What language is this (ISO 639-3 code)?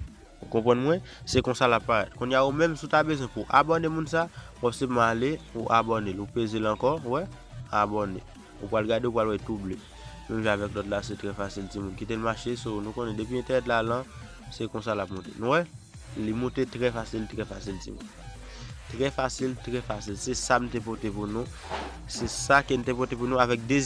hat